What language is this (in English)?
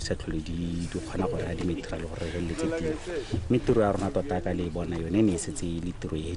Tswana